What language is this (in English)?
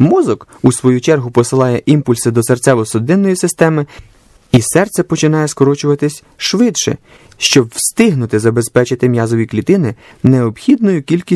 Ukrainian